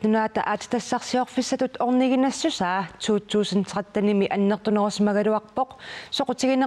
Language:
Kalaallisut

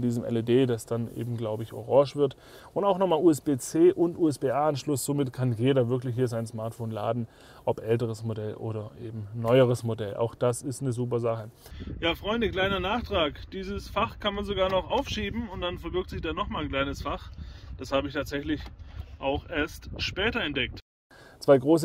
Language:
German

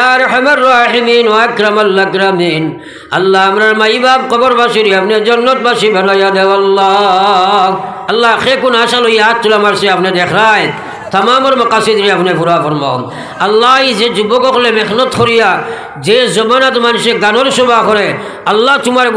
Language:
Sylheti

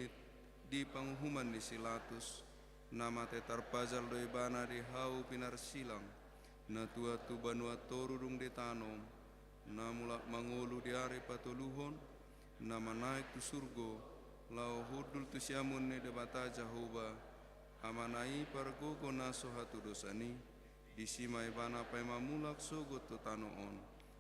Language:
Batak Toba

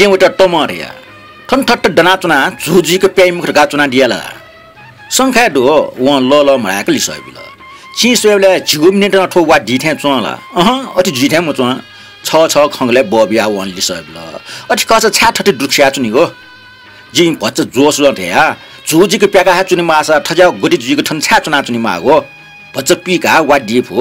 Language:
Newari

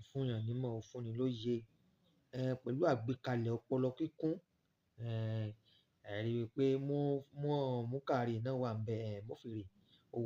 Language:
Yoruba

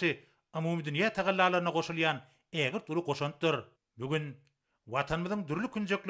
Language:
Turkmen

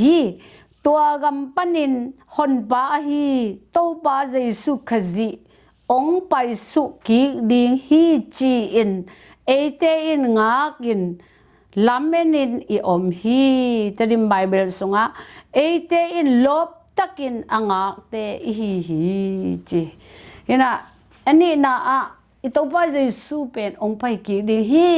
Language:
Tedim Chin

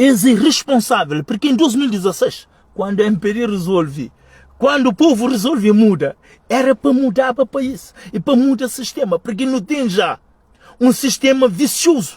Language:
Kabuverdianu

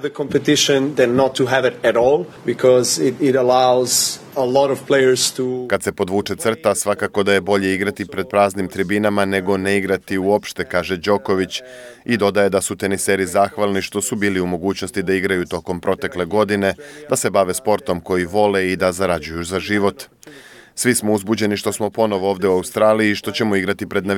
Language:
Serbian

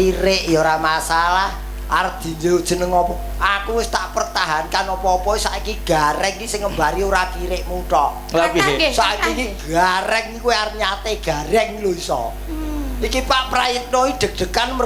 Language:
Javanese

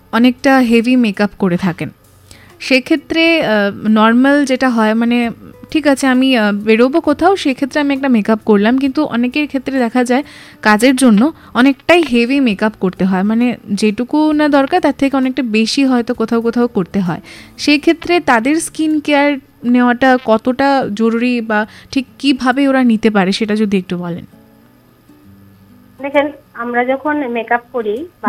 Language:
Bangla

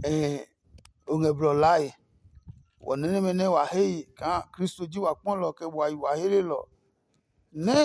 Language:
Adangme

